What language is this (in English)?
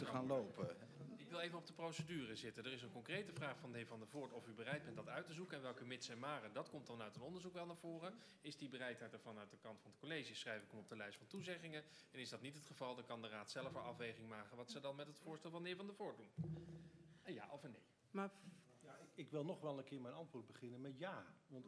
Dutch